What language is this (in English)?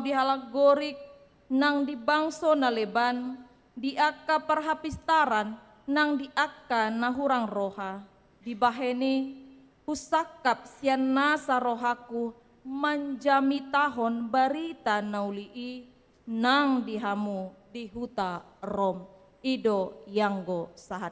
Batak Toba